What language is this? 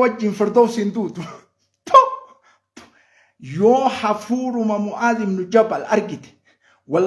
Oromo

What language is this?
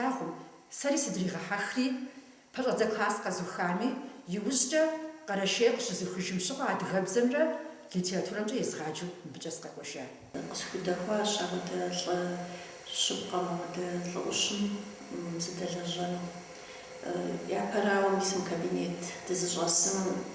Kabardian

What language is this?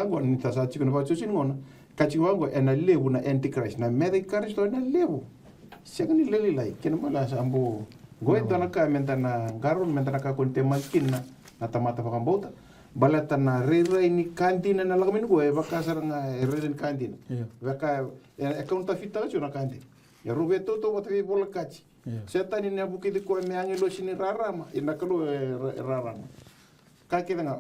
Fijian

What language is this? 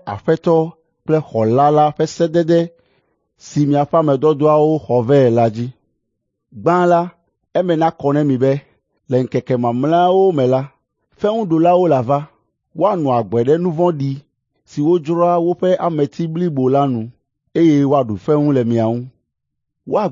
Ewe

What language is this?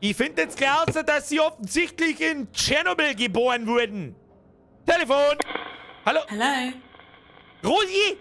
Bavarian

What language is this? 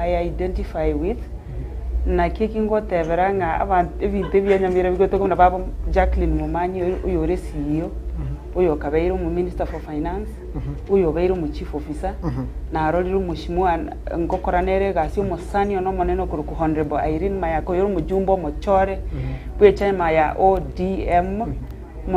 Gusii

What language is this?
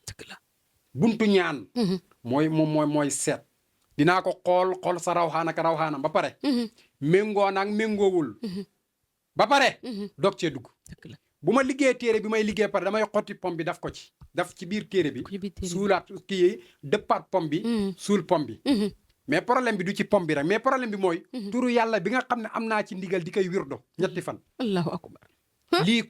Wolof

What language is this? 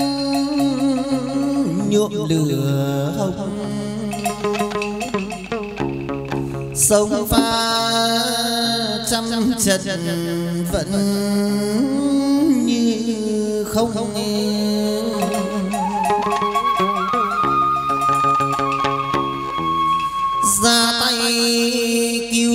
Vietnamese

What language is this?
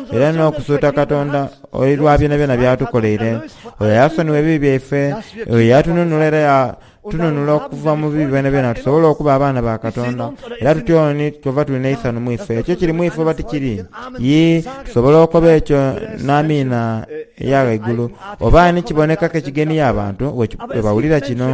Soga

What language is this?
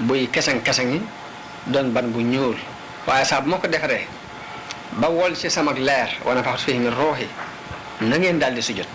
Wolof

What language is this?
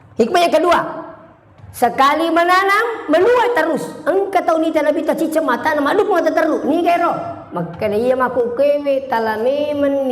Buginese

